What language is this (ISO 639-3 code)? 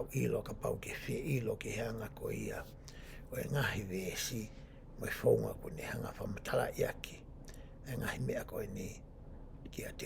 ton